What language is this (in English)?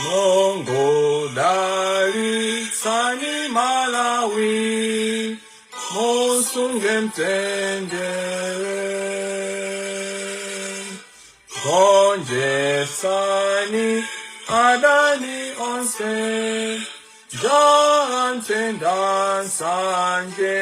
Nyanja